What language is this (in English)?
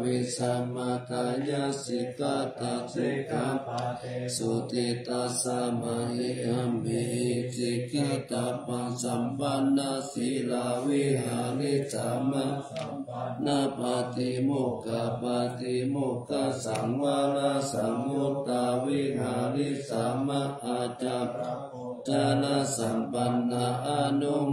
Pali